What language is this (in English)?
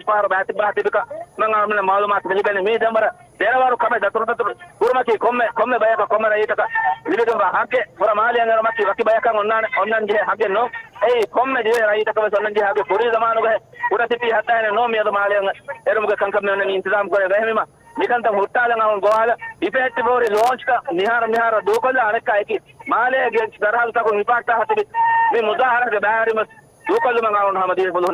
Divehi